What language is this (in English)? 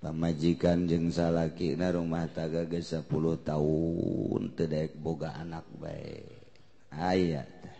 Sundanese